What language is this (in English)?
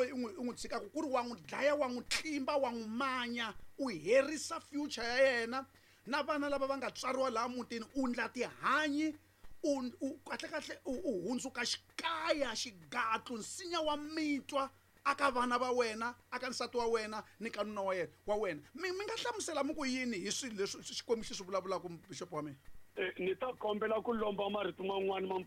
Tsonga